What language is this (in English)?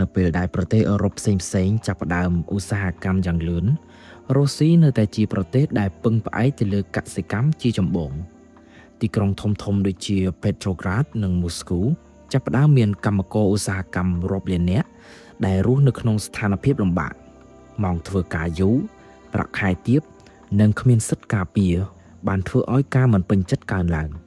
Khmer